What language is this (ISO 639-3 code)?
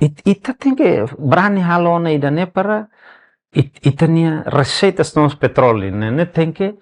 tet